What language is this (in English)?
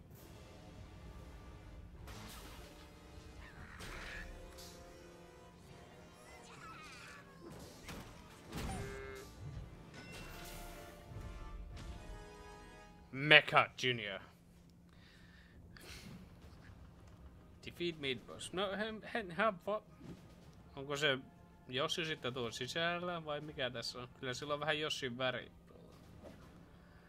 Finnish